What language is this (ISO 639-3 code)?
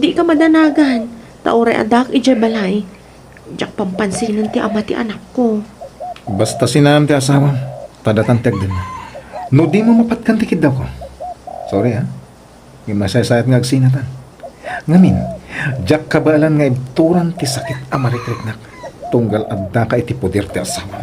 ilo